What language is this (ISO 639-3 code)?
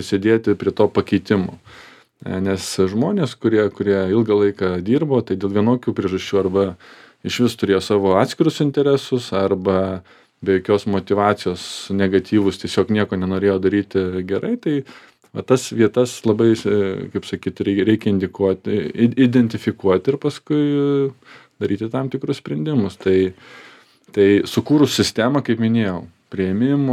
lit